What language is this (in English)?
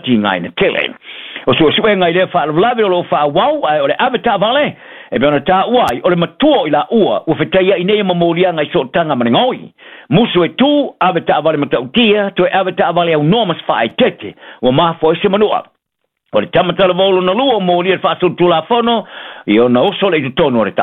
Samoan